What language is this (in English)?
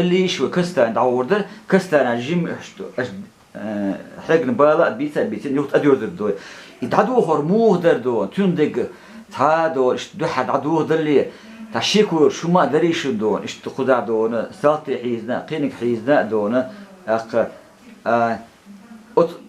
Chechen